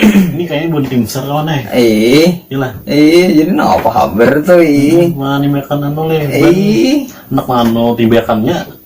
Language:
Banjar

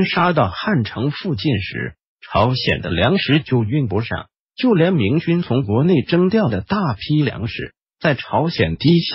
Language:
Chinese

